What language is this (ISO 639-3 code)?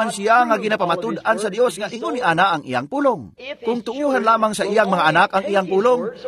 ceb